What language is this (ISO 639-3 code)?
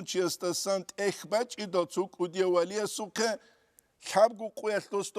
ava